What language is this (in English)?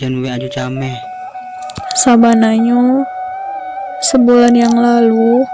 Minangkabau